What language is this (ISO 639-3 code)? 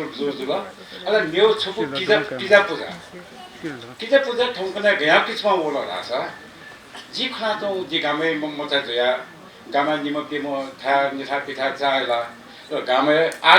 new